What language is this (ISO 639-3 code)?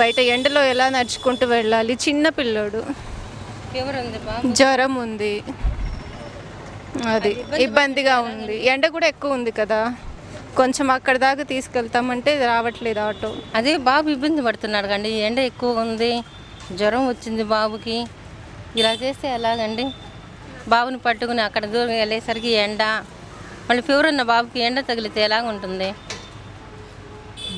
tel